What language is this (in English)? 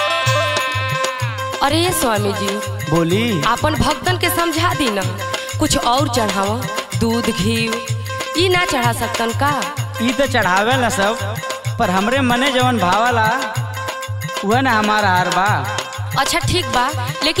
Bhojpuri